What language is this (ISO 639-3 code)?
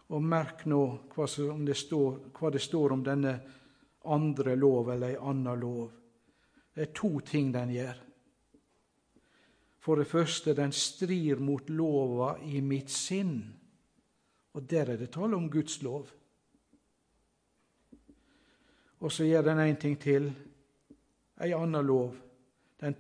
nor